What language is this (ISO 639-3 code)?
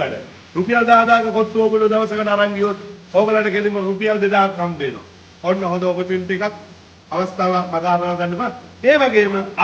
sin